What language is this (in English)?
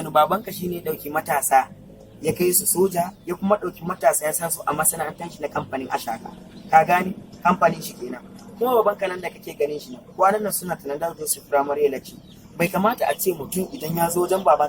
Hausa